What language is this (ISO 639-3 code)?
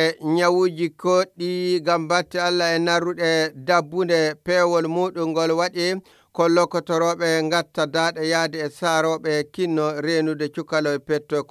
fuv